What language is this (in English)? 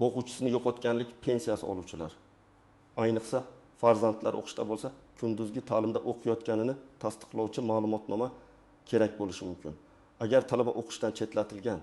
Uzbek